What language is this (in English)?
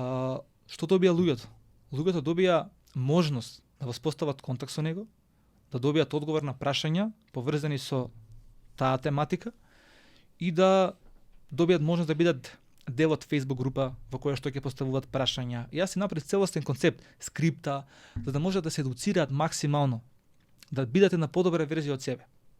Macedonian